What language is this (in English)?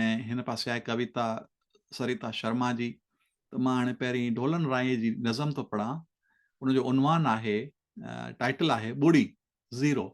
Sindhi